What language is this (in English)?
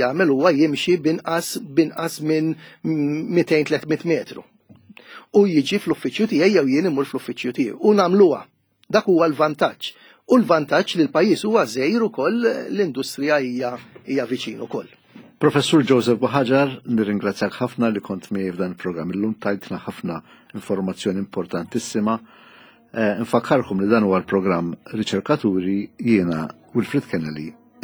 Maltese